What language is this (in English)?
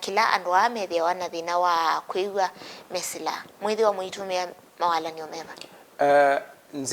Kamba